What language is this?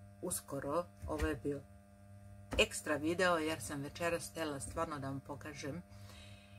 Croatian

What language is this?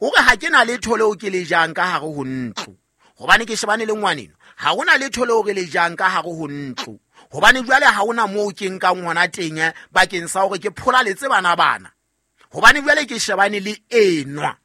Southern Sotho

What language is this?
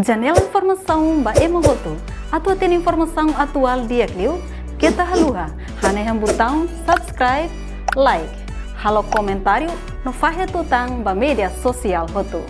Tetum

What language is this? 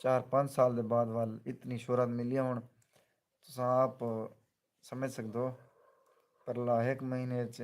Saraiki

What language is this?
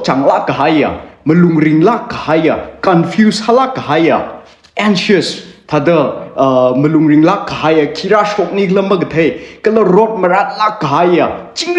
Tangkhul Naga (India)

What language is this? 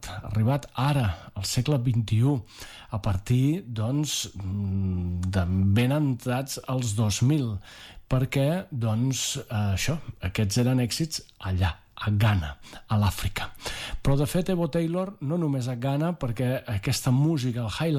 Catalan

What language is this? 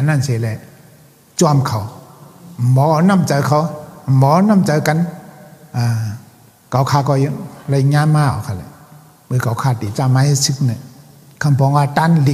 Shan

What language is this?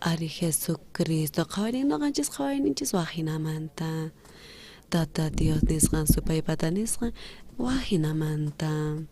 South Bolivian Quechua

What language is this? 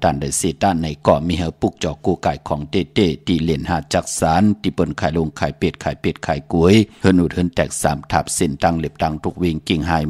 Shan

